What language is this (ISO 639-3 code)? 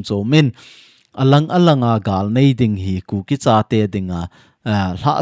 tcz